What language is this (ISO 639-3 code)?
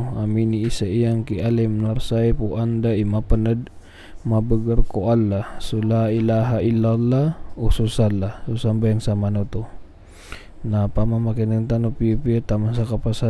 mrw